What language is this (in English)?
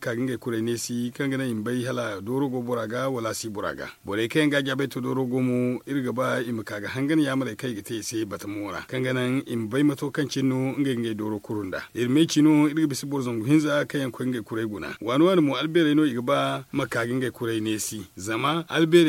Zarma